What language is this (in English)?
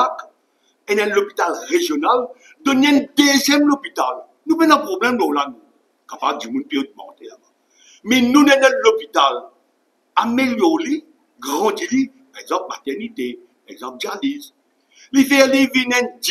Morisyen